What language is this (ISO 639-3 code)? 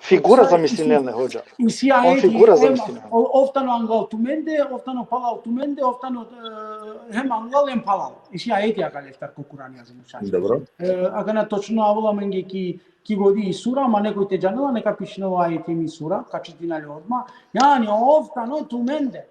rmn